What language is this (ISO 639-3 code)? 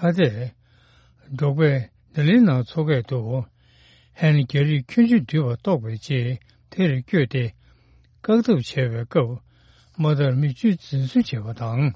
bod